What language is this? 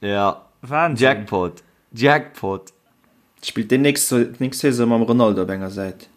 Luxembourgish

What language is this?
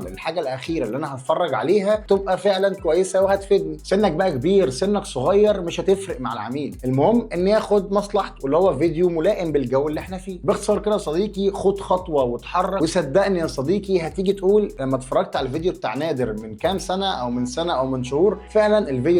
Egyptian Arabic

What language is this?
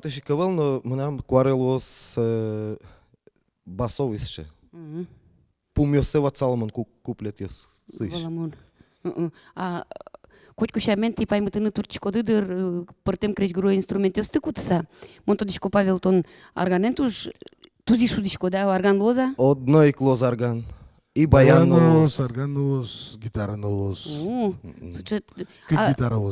Udmurt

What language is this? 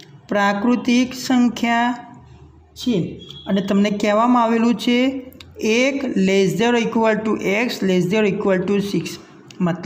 Gujarati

